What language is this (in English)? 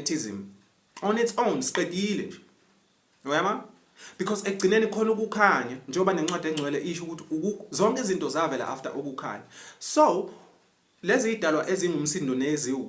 Zulu